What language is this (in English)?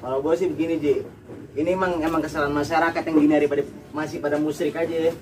Betawi